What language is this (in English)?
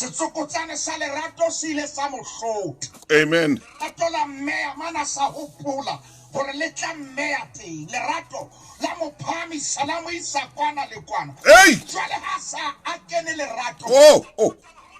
Southern Sotho